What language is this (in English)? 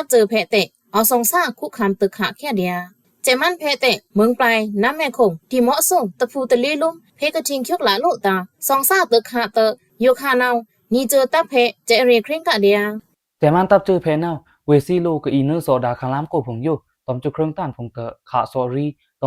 Pa'o Karen